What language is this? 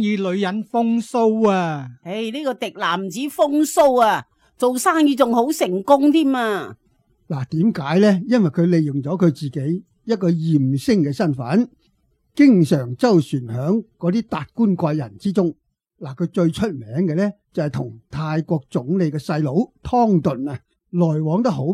Cantonese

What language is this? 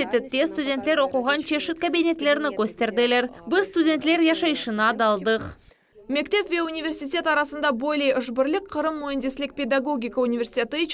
Crimean Tatar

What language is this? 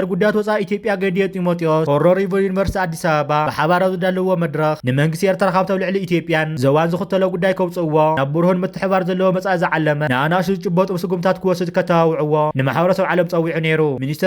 Tigrinya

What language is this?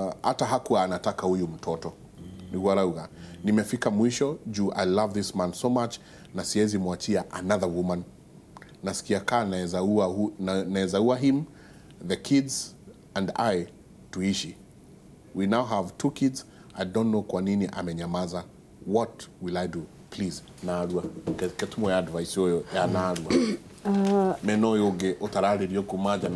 Kikuyu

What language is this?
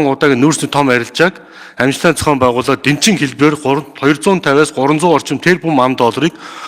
Mongolian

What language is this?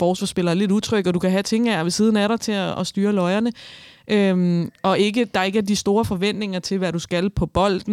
Danish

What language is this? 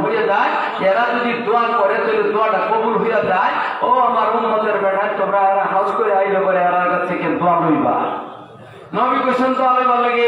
Sylheti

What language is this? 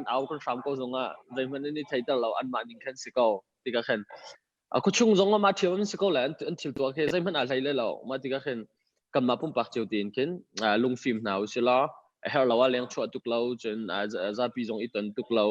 Hakha Chin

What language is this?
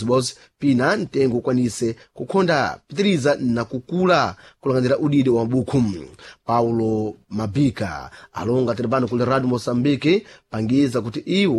Sena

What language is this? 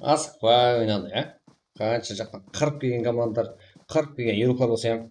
Kara-Kalpak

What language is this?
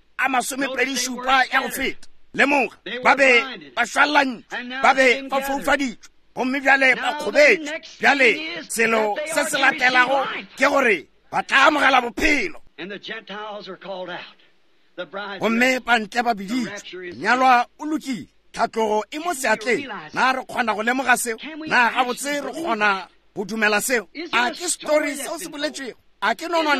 Northern Sotho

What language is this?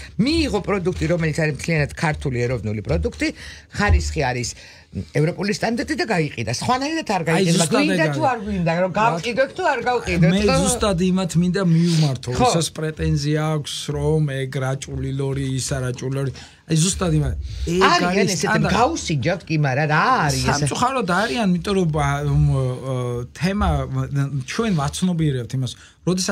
Georgian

